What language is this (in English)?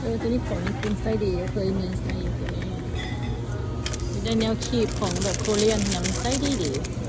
Lao